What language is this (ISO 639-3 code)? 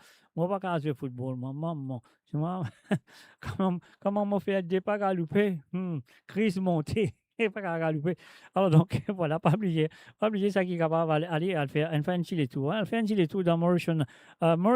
mfe